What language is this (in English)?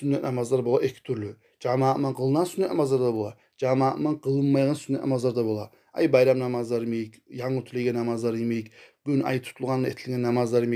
Kumyk